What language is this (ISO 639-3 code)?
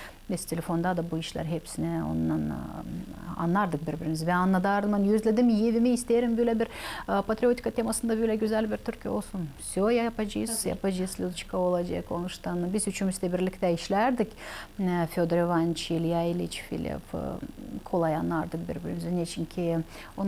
gag